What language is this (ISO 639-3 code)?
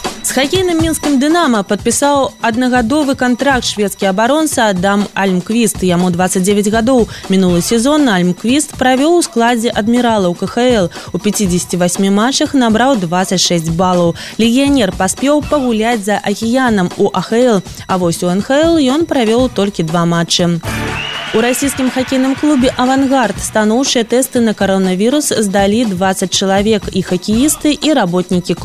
bel